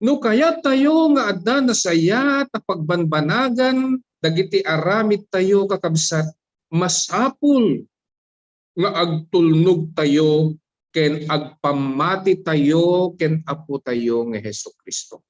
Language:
Iloko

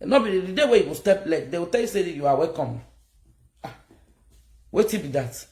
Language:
Nigerian Pidgin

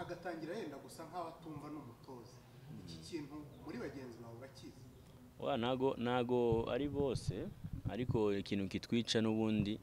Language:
Kinyarwanda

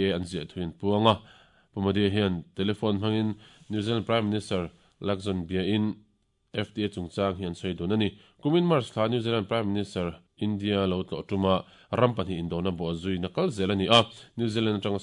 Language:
Mizo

